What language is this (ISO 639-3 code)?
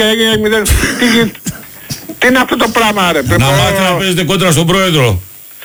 ell